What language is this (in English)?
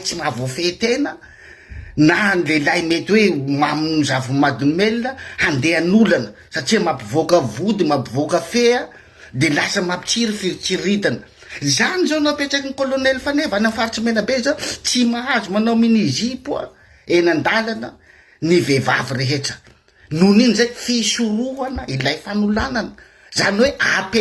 Malagasy